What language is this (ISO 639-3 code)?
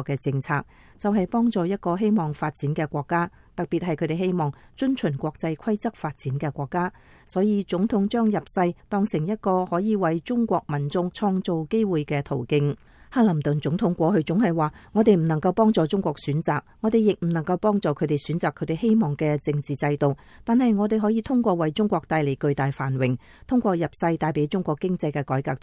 yue